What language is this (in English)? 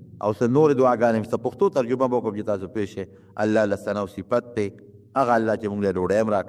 Pashto